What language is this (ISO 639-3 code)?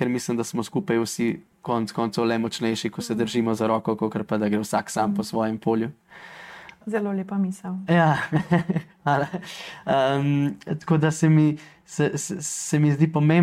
slv